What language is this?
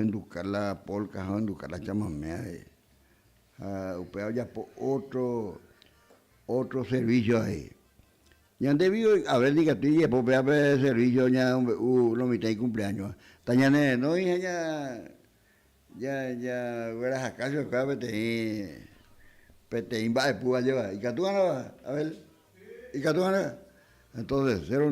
Guarani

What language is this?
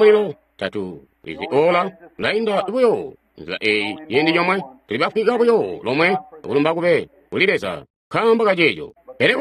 Tonga (Zambia)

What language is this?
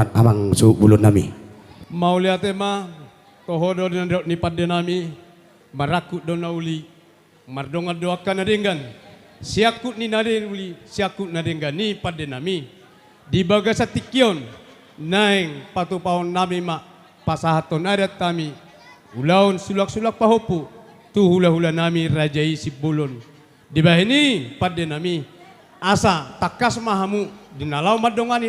Batak Toba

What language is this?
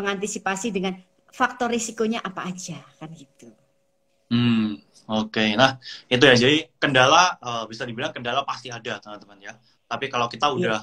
Indonesian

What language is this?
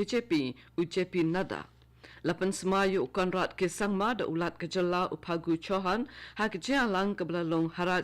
Khasi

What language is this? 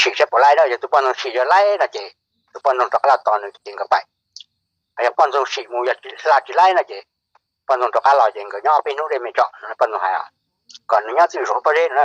Hmong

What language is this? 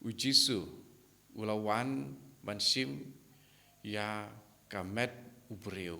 Khasi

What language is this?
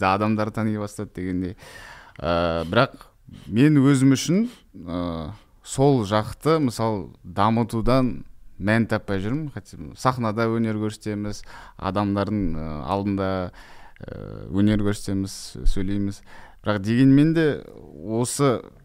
Kazakh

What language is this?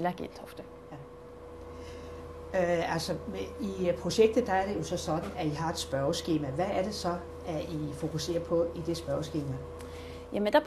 Danish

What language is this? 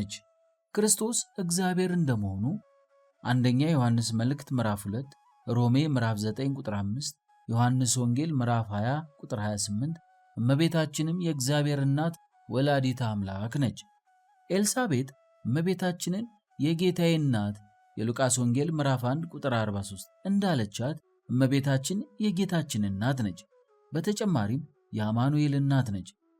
Amharic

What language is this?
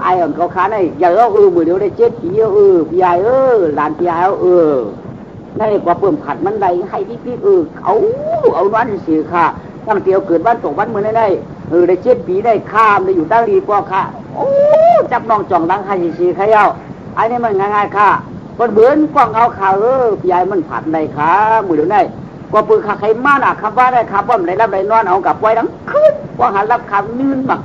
Shan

